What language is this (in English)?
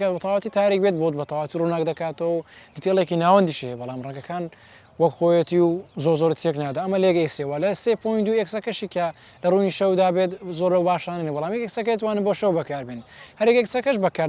Central Kurdish